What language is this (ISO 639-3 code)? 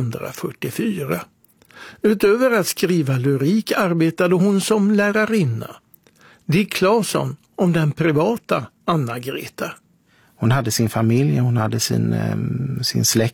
swe